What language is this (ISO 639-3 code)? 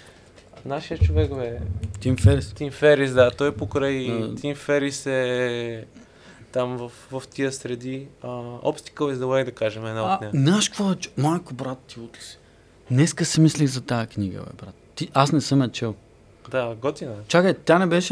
bul